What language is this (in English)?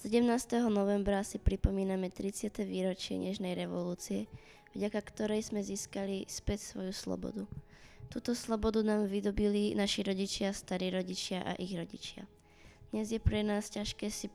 Slovak